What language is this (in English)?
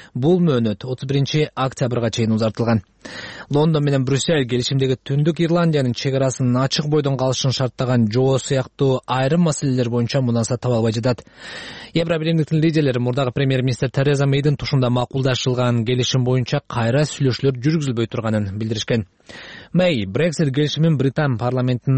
Kyrgyz